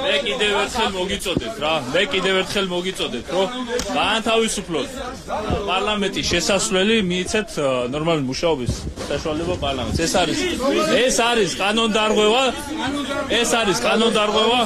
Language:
Georgian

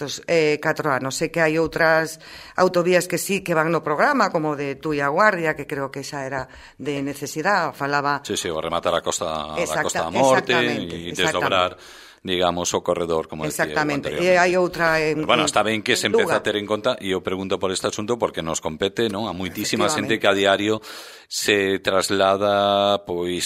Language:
Galician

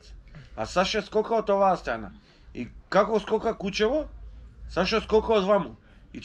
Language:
Macedonian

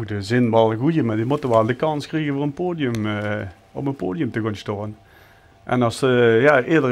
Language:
Limburgish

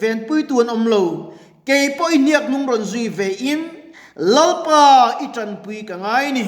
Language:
Mizo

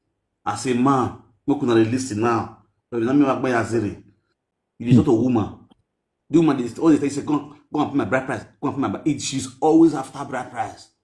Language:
Nigerian Pidgin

